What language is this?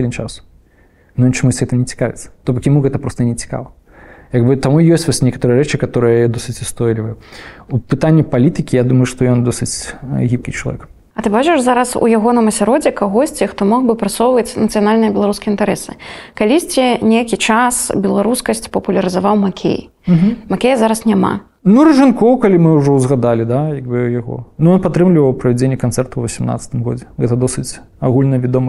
Belarusian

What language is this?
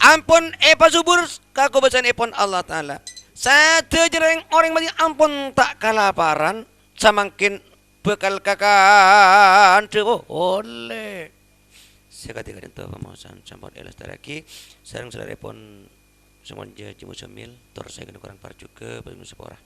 Madurese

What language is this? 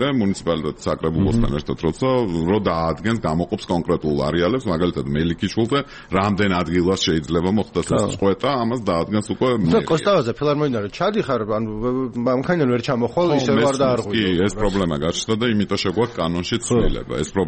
Georgian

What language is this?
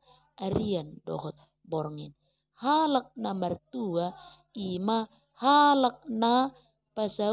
Batak Toba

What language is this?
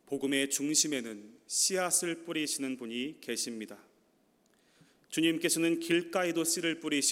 Korean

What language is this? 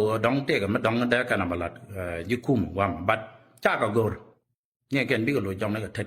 Nuer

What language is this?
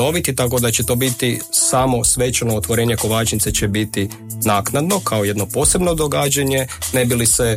Croatian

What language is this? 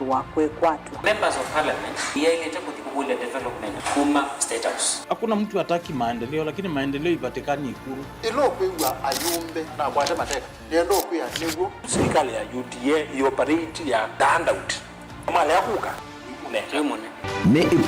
Kamba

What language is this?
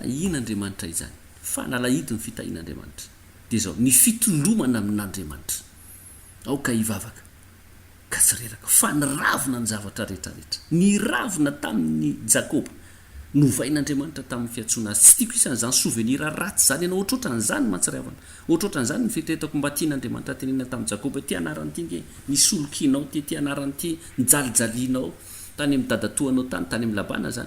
Malagasy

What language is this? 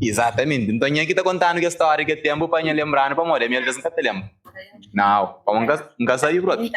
Kabuverdianu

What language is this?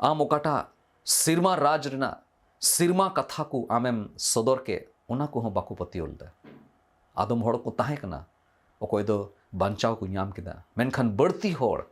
Santali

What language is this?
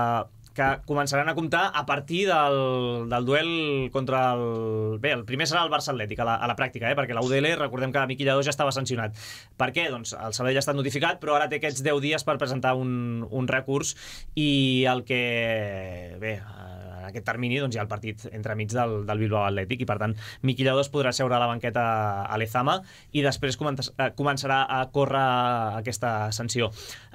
Catalan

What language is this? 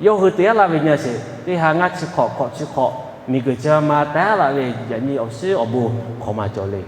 Lahu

